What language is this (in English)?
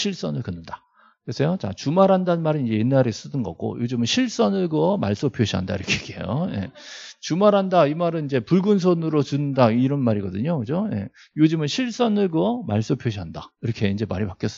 Korean